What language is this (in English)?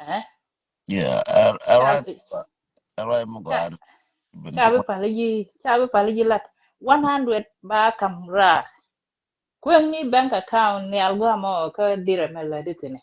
Nuer